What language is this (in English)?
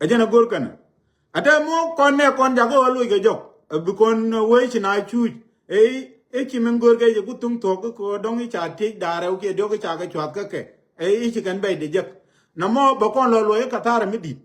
Nuer